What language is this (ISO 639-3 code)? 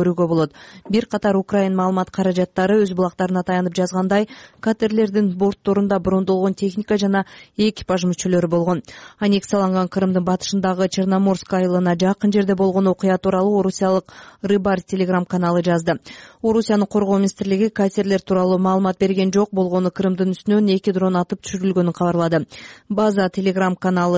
kir